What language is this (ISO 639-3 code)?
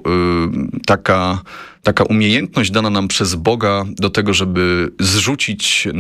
pol